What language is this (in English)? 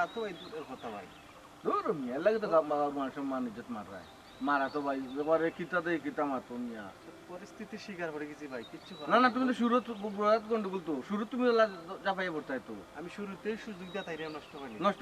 Sylheti